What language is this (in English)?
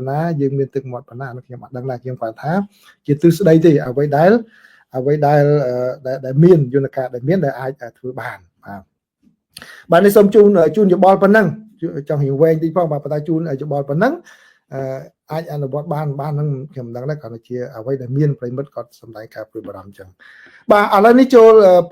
Khmer